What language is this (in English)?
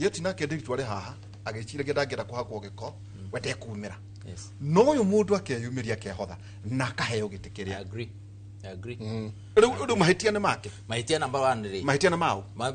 Kikuyu